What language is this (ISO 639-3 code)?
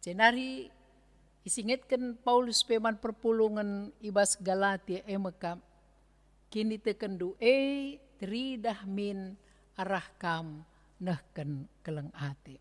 btx